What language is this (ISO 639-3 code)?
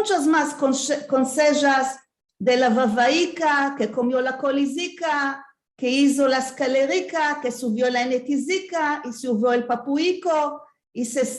lad